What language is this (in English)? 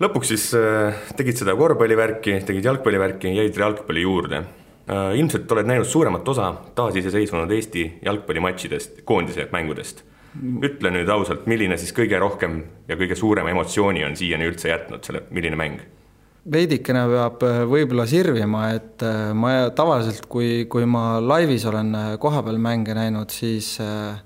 Estonian